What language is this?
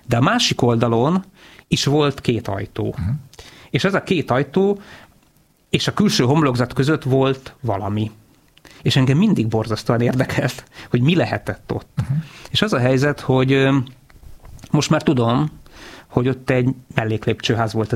Hungarian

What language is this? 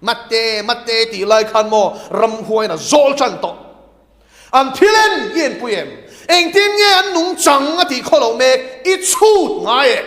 Mizo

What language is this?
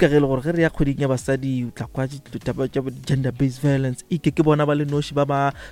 Northern Sotho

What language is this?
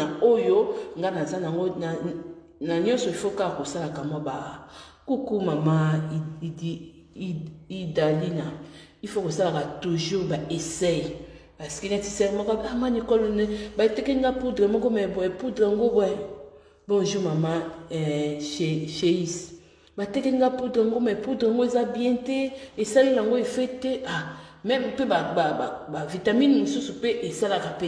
Lingala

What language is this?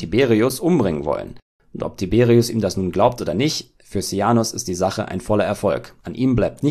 German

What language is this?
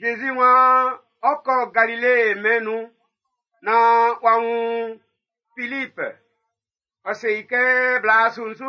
Baoulé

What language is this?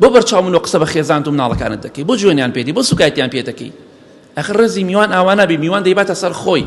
Central Kurdish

